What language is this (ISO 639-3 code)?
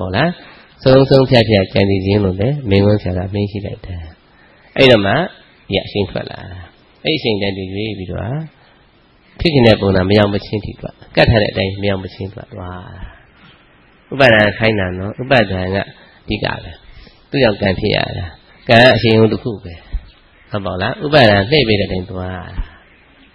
mya